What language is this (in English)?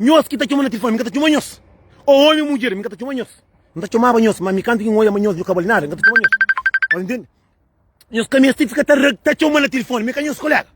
Kabuverdianu